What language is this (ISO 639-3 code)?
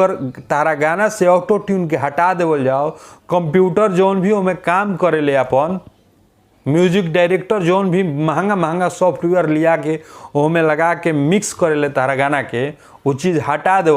bho